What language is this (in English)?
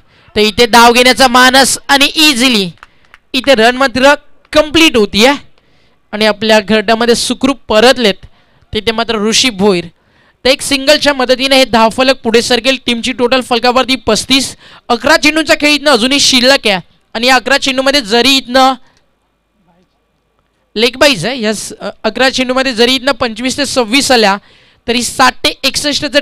Marathi